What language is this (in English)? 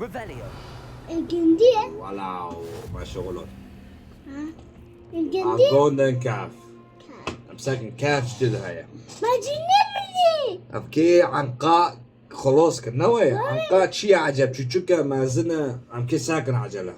Kurdish